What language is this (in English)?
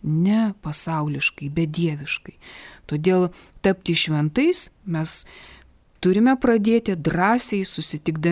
Lithuanian